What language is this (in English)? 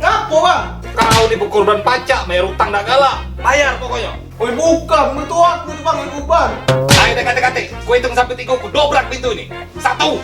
Musi